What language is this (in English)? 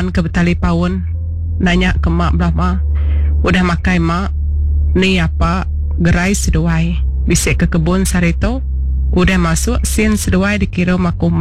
Iban